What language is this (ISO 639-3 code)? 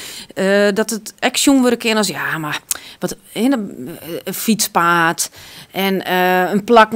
fry